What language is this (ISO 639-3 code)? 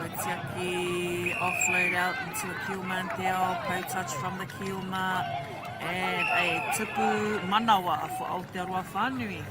mri